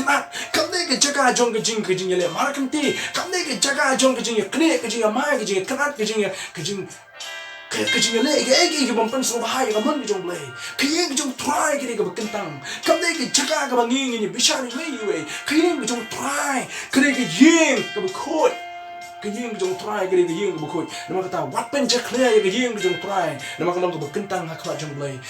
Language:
Khasi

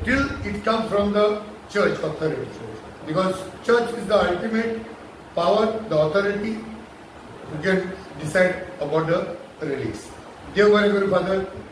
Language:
Konkani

